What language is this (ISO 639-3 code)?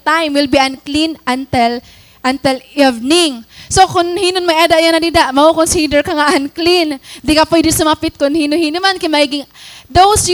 war